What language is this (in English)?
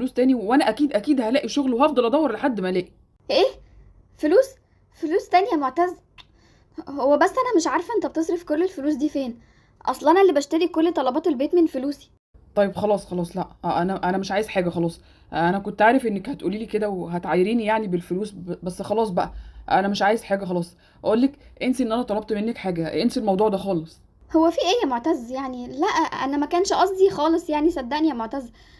Egyptian Arabic